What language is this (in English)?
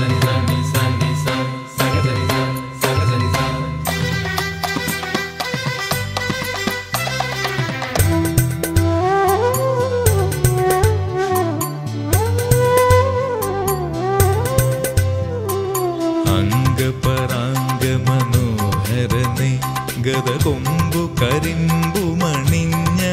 Malayalam